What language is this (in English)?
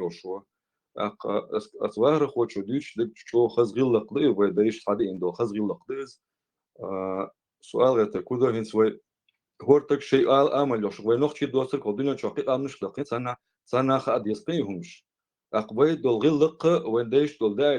Chechen